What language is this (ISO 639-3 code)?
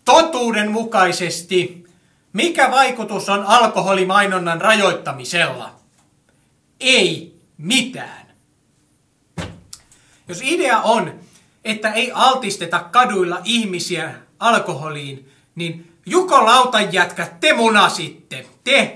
fin